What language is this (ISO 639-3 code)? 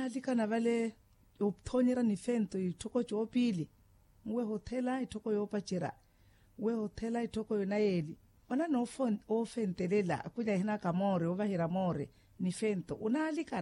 vmw